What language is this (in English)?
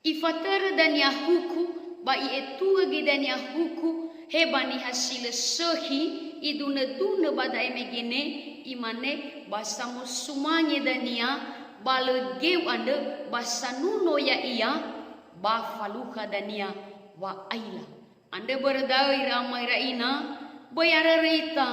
Nias